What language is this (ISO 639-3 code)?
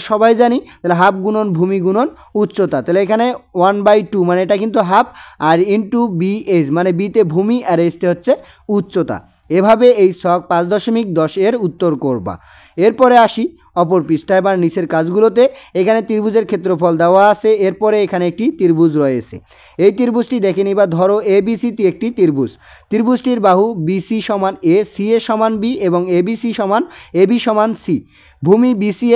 ben